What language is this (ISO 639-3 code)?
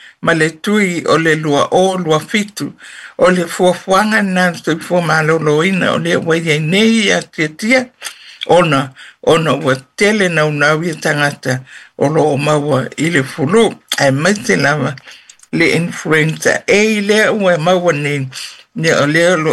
smo